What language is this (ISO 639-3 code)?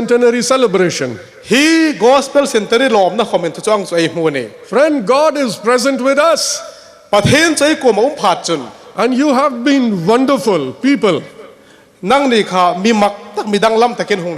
hmr